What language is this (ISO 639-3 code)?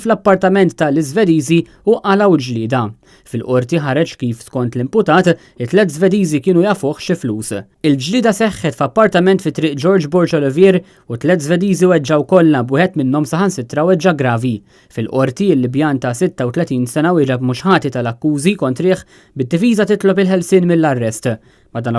mlt